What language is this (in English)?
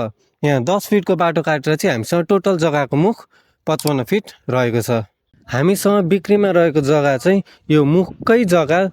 Nepali